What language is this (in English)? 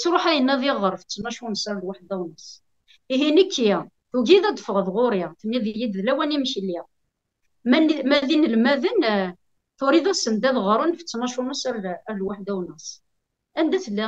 Kabyle